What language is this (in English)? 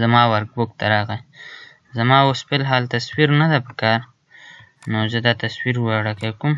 Pashto